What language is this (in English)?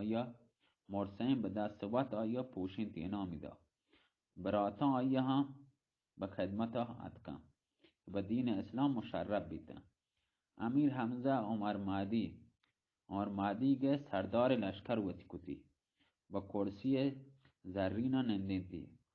Baluchi